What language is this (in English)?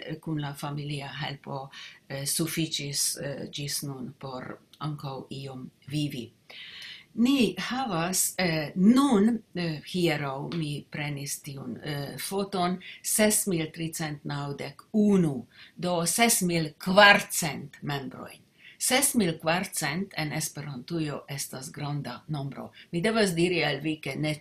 Esperanto